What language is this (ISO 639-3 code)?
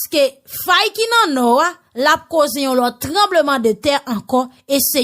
hat